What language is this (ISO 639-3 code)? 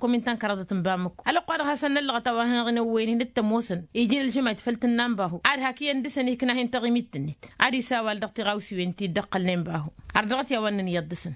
taq